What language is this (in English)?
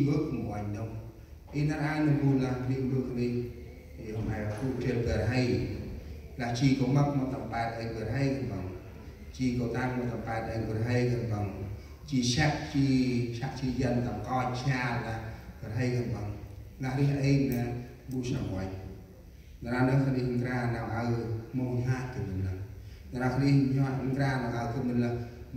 Central Mnong